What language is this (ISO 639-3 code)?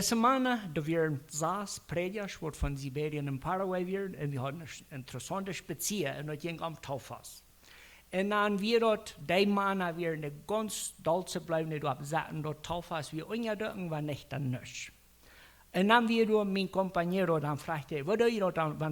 pdt